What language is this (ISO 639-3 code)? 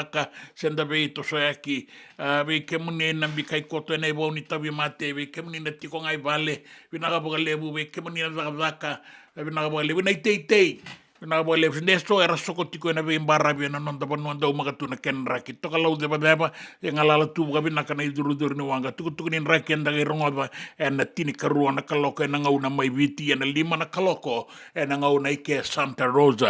fij